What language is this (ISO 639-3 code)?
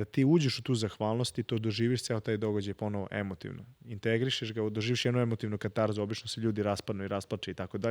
mkd